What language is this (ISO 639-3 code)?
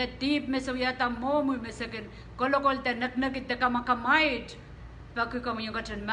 pon